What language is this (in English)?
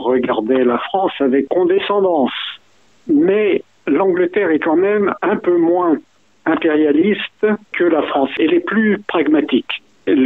French